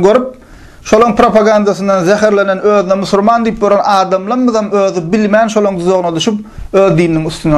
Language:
Turkmen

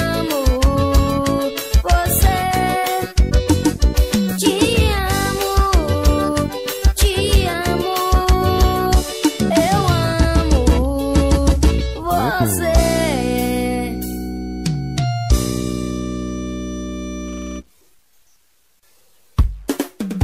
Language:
Portuguese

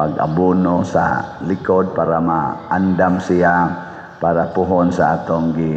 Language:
Cebuano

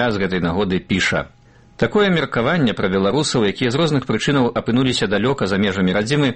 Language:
Belarusian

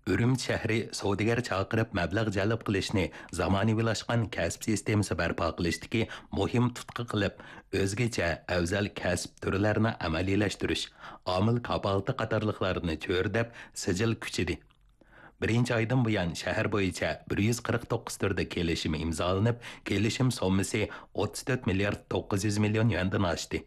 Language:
Uyghur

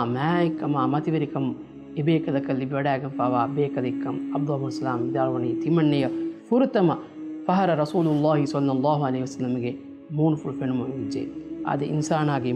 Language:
Divehi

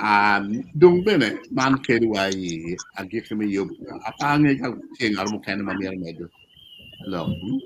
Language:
Acoli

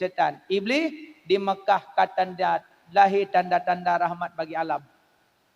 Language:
Achinese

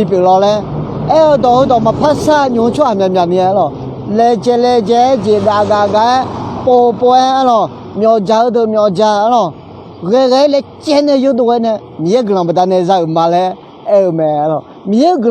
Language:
Akha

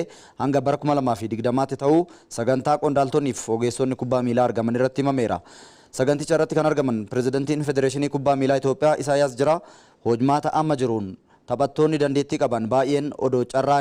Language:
Oromo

